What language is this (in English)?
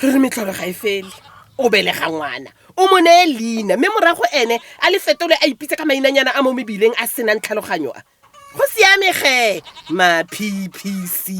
Tswana